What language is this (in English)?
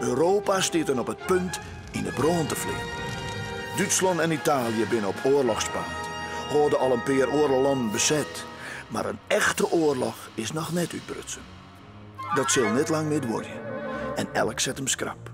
Western Frisian